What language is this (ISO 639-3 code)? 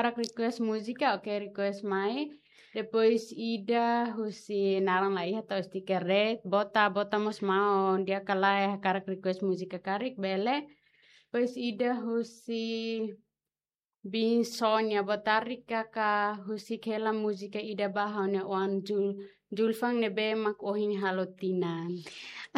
tet